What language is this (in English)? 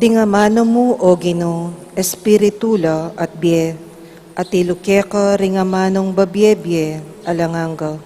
Pampanga